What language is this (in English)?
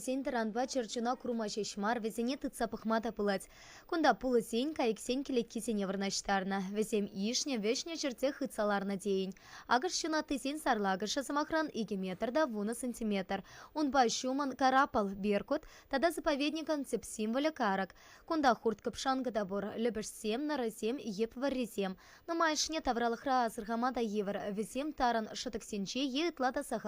Chuvash